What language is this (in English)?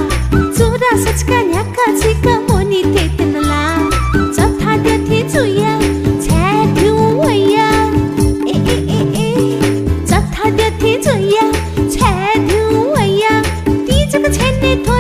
Newari